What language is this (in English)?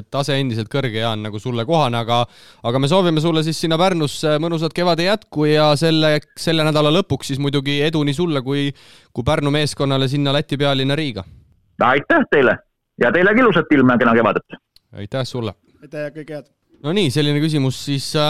Estonian